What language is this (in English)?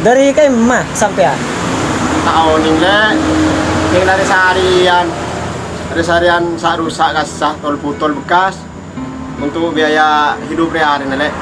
Madurese